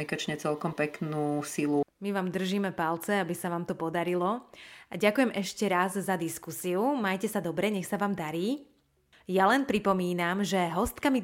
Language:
Slovak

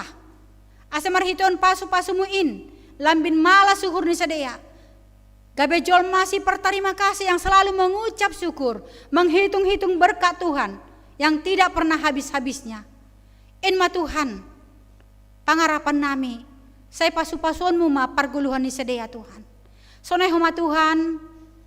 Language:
Batak Simalungun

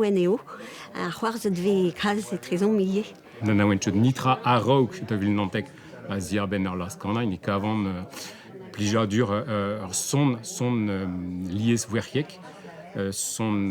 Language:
Breton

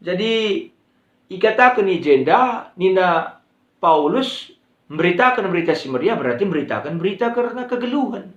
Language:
Batak Karo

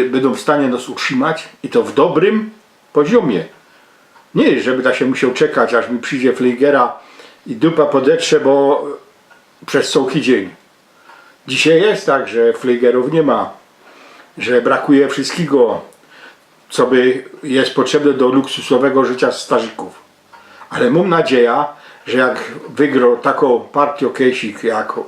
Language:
Silesian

